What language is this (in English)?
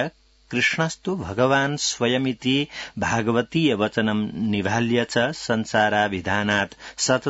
Sanskrit